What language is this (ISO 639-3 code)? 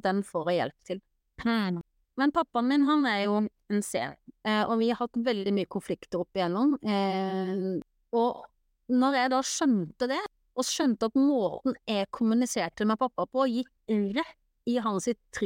nor